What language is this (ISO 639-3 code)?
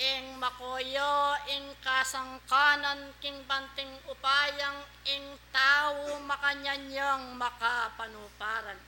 pam